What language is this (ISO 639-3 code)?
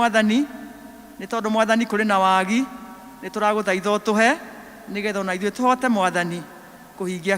kik